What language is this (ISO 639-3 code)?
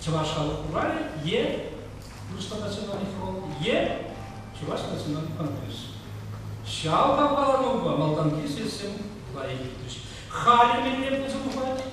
chv